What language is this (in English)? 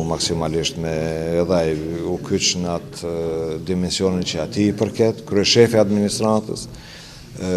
Albanian